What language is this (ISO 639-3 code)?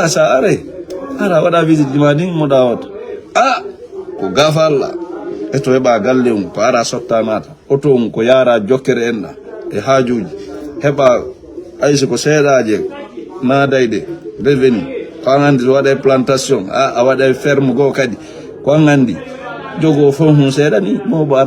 ful